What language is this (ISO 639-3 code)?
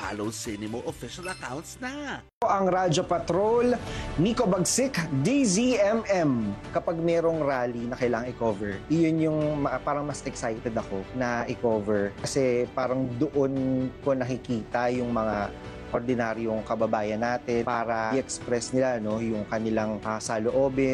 fil